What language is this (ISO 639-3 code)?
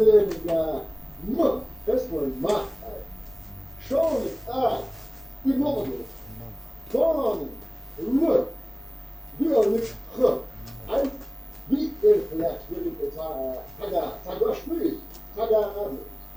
che